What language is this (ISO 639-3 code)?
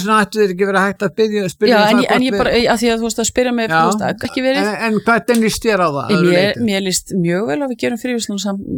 isl